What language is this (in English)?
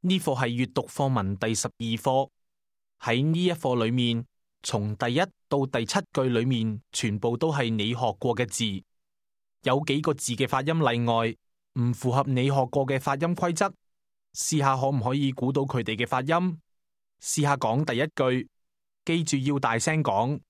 Cantonese